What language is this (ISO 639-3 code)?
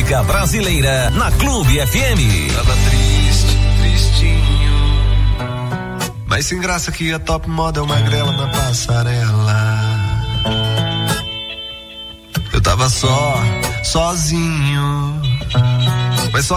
por